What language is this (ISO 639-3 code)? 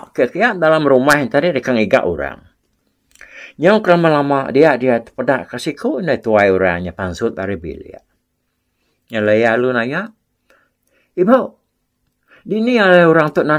iba